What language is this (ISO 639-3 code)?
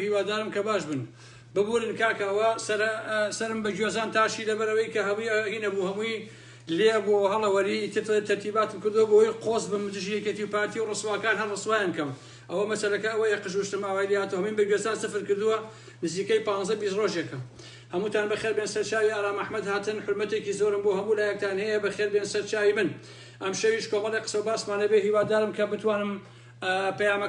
ckb